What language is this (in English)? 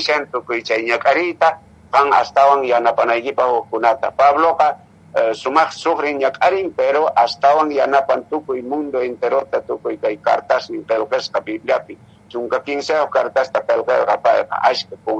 Quechua